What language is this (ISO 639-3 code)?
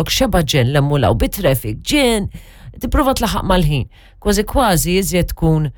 mlt